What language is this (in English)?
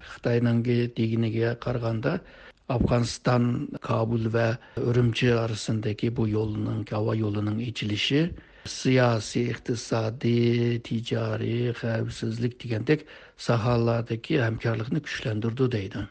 Uyghur